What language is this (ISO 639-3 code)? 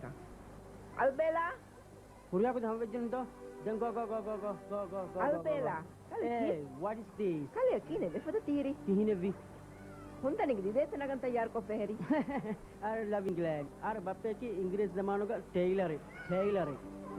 div